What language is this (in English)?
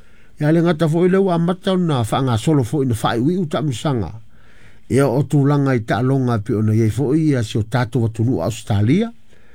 Samoan